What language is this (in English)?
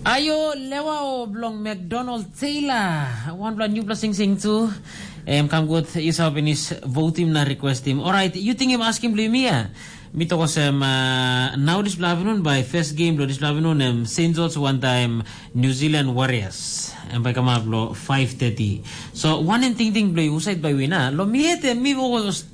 Tok Pisin